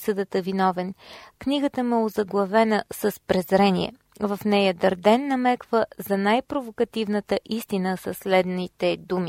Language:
Bulgarian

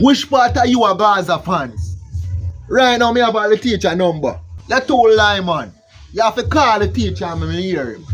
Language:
Jamaican Creole English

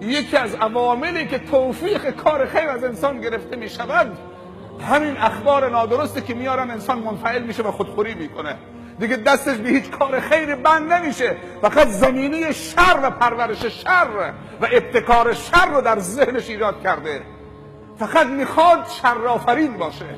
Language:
Persian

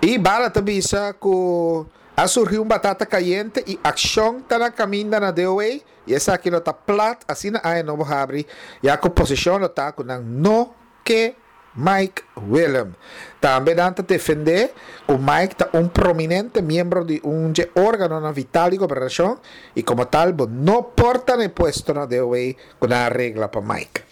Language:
Papiamento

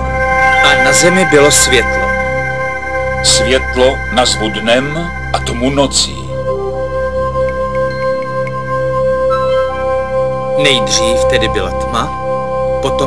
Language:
Czech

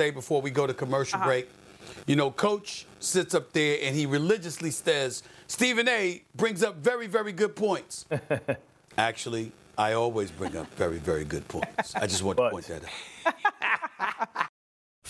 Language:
English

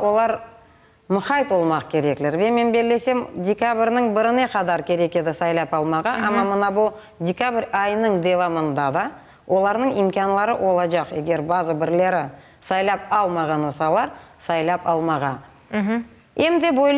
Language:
Crimean Tatar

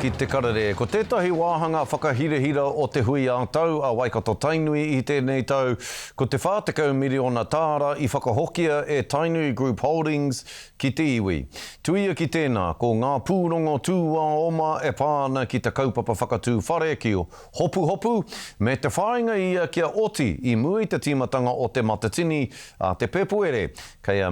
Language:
Māori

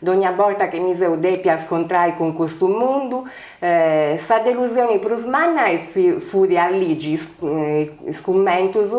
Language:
Sardinian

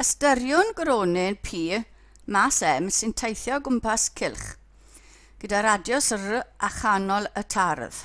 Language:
Welsh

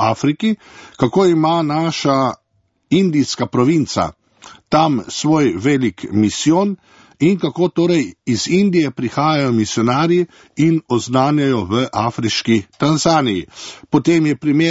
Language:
Slovenian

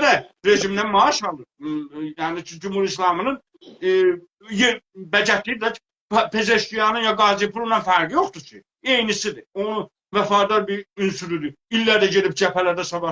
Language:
South Azerbaijani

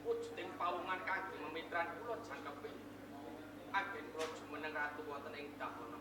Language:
Javanese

